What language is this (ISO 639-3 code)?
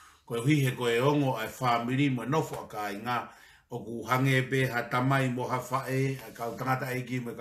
ton